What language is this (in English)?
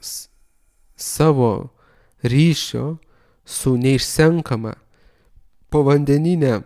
Lithuanian